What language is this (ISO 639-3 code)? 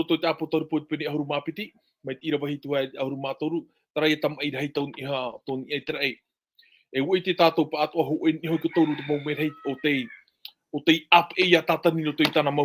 tah